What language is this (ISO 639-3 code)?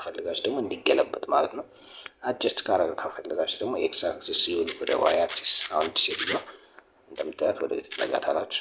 amh